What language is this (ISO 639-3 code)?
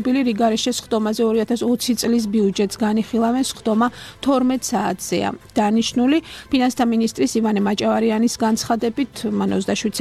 kat